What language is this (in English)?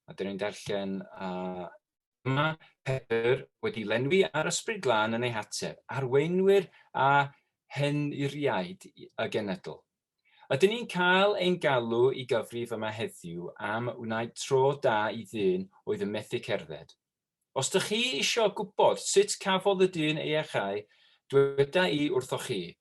Welsh